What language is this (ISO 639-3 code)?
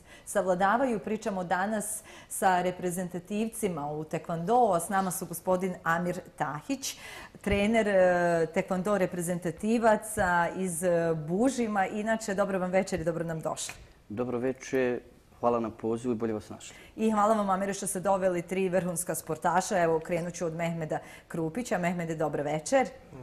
bos